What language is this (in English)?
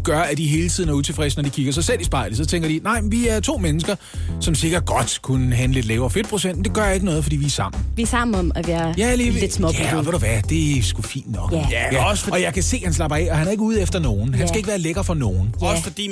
Danish